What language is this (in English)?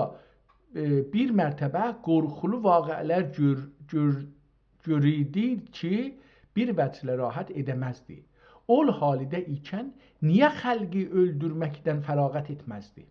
South Azerbaijani